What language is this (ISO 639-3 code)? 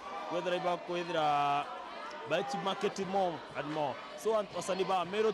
mer